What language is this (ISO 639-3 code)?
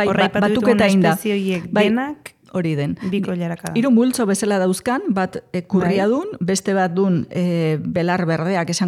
eus